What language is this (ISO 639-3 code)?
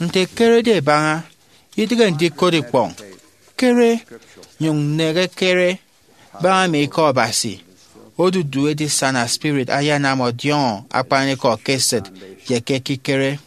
efi